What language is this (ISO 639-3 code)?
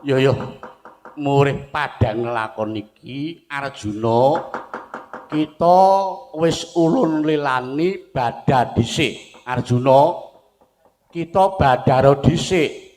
jav